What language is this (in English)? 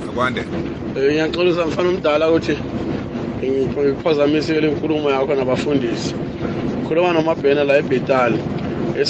South Ndebele